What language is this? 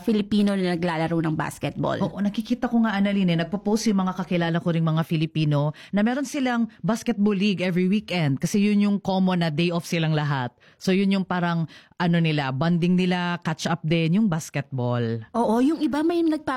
Filipino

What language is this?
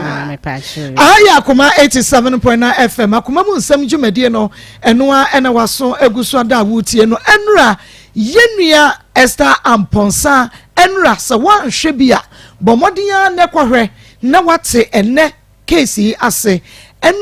Akan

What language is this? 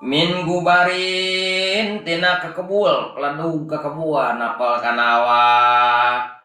Sundanese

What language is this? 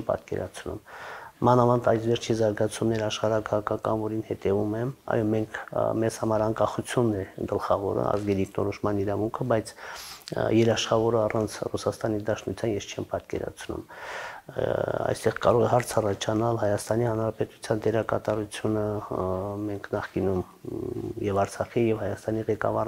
Armenian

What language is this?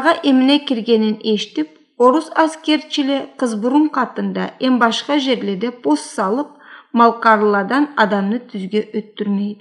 Karachay-Balkar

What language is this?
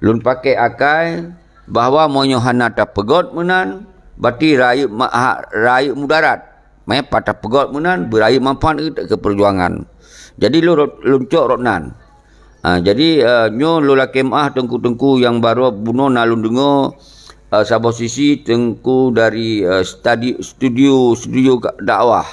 Achinese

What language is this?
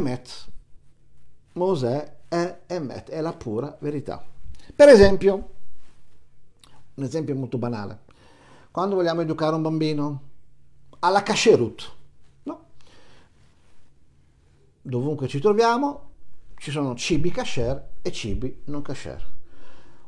Italian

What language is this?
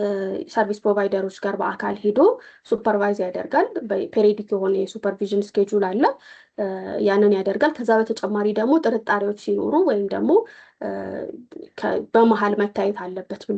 Amharic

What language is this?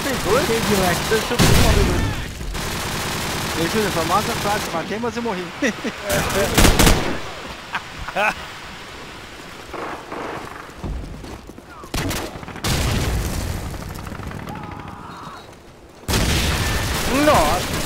Portuguese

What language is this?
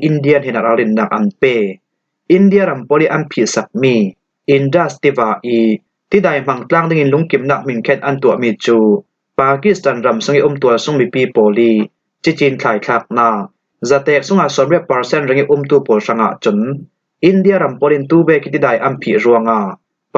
Falam Chin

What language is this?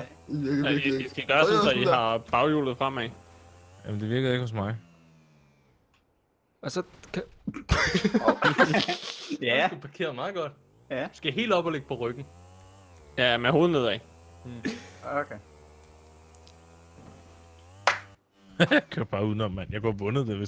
Danish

